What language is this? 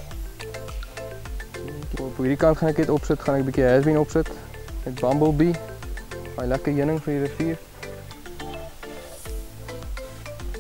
Afrikaans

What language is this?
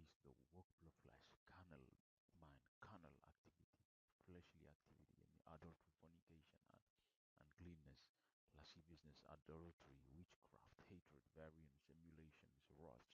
Bislama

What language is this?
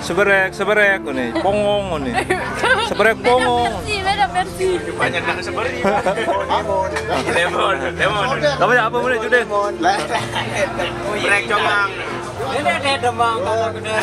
Sasak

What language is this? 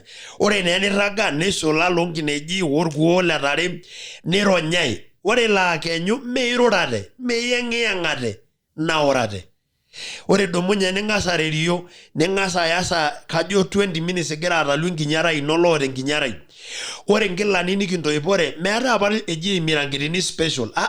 Masai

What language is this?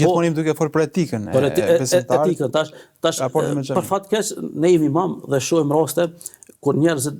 Albanian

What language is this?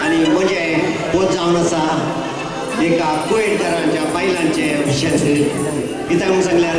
Konkani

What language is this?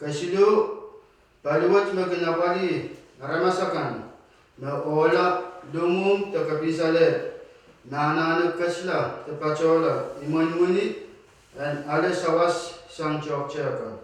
Pohnpeian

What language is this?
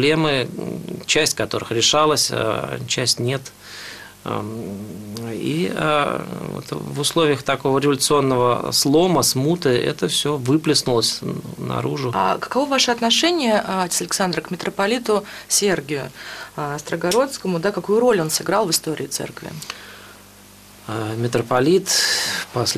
Russian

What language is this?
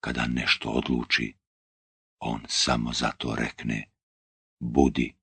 Bosnian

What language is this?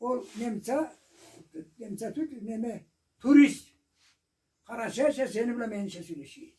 Karachay-Balkar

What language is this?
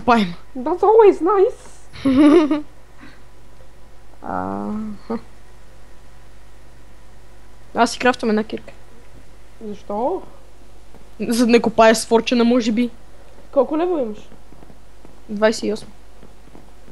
Bulgarian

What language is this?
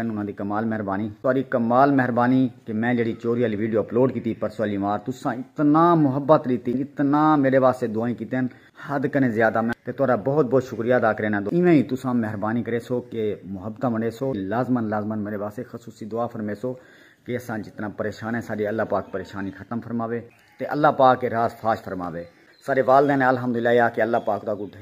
Saraiki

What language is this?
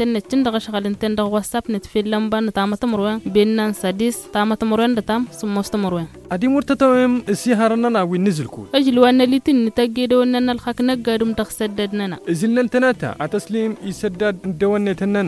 Tamasheq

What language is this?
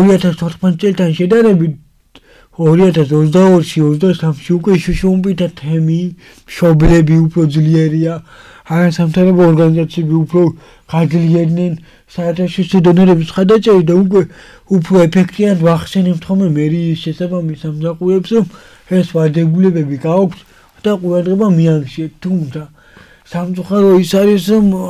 Georgian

